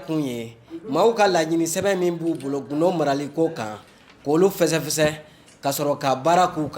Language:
Bambara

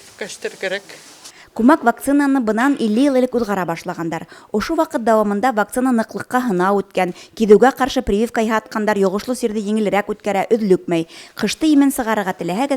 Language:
Bashkir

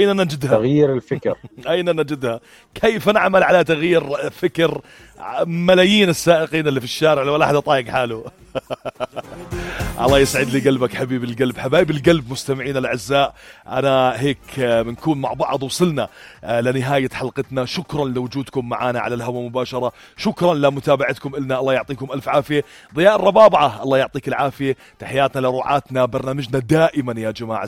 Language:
North Levantine Arabic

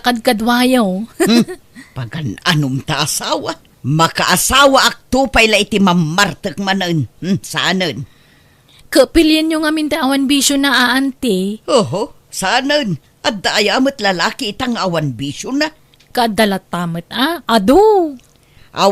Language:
Iloko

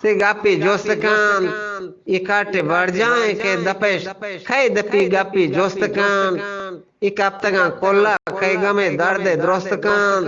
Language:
Eastern Balochi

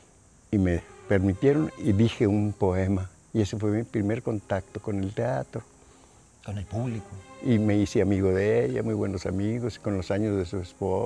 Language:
Spanish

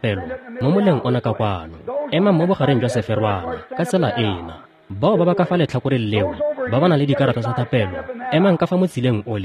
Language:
Tswana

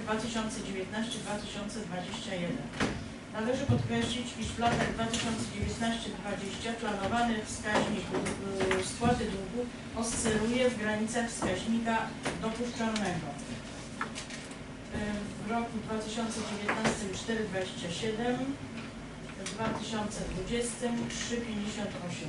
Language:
Polish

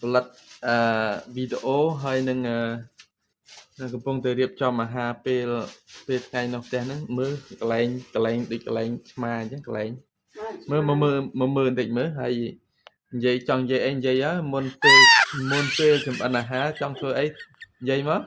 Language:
Khmer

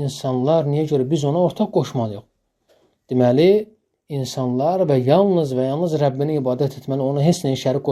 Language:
Azerbaijani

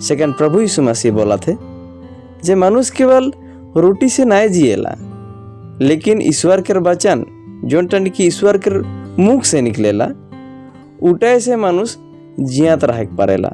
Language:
Sadri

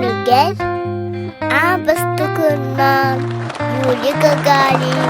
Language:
Yakut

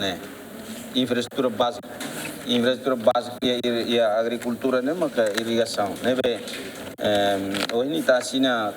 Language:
Tetum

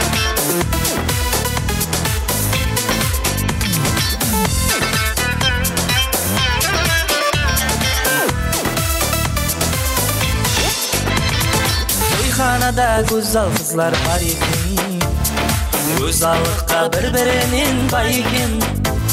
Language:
Kara-Kalpak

